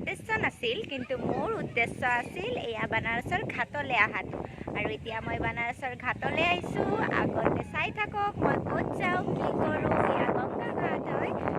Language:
Assamese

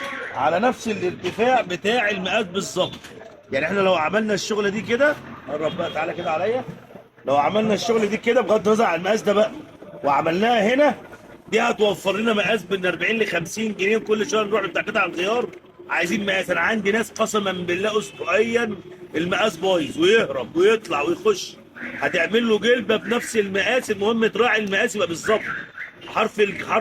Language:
Egyptian Arabic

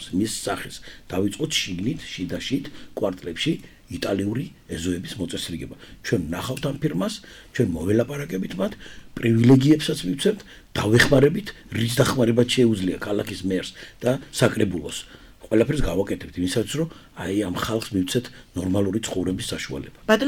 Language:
Georgian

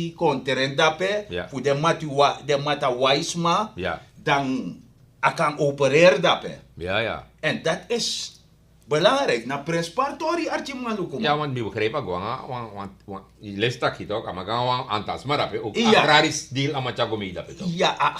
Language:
Sranan Tongo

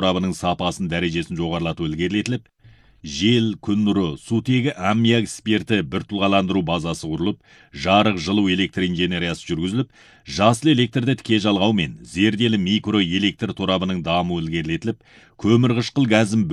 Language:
Kazakh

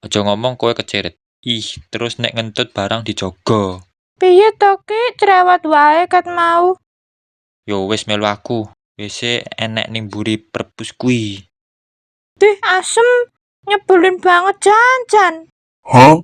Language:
Javanese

